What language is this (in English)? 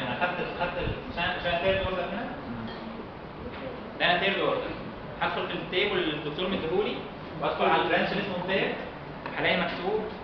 Egyptian Arabic